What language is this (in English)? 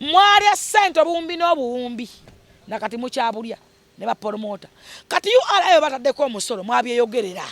Ganda